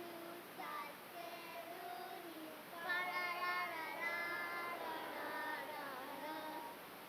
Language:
Mohawk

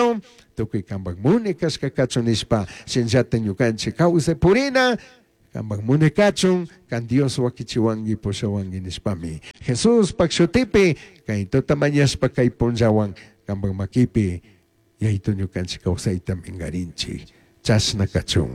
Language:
Chimborazo Highland Quichua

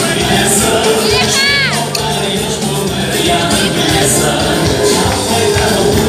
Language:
Crimean Tatar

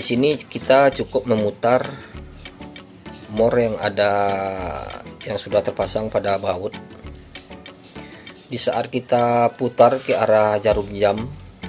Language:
Indonesian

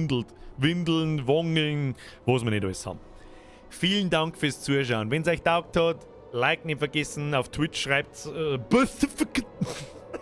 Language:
Bavarian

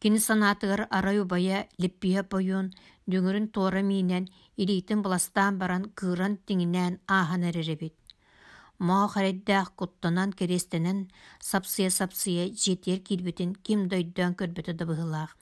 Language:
Yakut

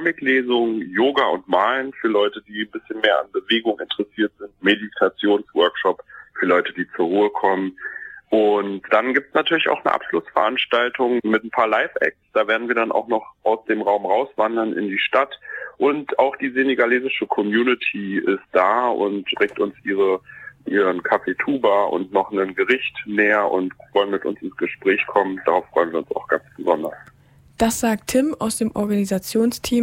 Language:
German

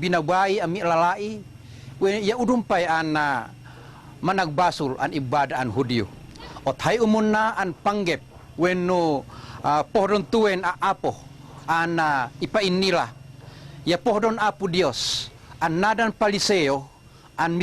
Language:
Tuwali Ifugao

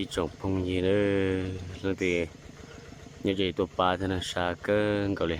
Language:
Hmong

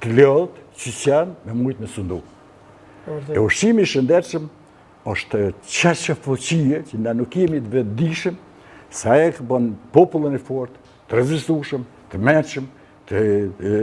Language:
Albanian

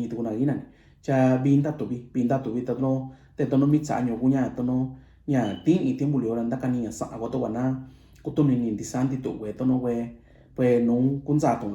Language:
Mixtepec Mixtec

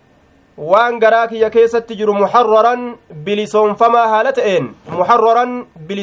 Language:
Somali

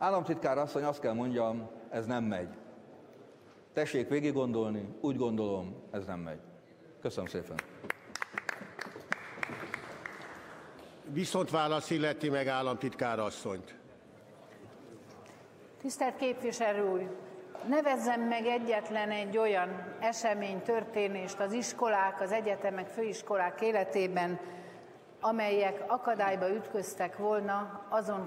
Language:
Hungarian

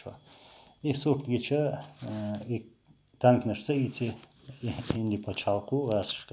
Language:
Chechen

